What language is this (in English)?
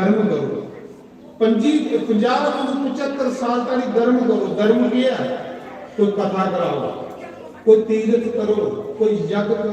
Dogri